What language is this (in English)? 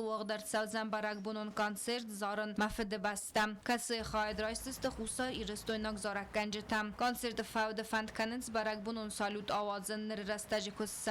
Ossetic